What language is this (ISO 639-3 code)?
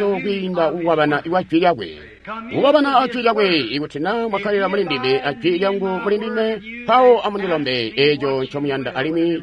toi